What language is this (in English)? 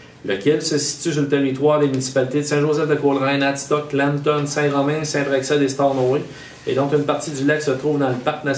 French